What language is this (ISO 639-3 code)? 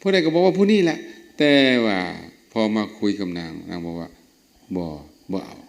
lao